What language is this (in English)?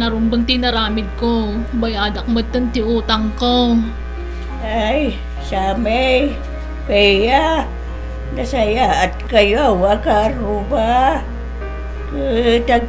Iloko